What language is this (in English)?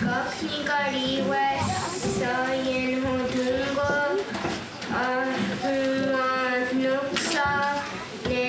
Mohawk